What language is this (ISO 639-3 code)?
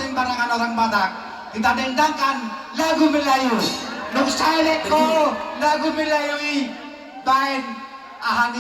bbc